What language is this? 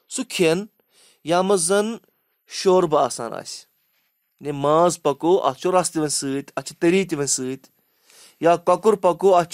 Kashmiri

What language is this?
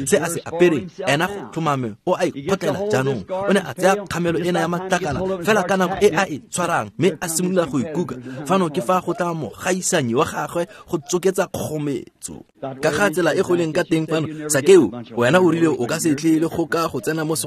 Tswana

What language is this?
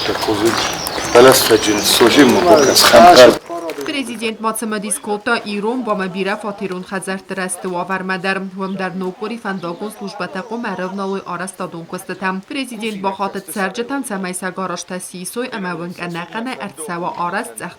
Ossetic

